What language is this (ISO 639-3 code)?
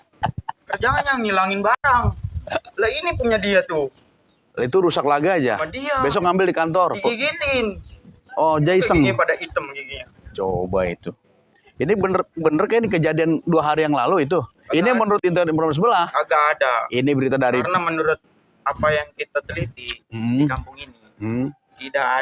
bew